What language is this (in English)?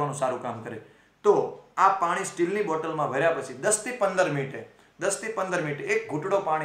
Gujarati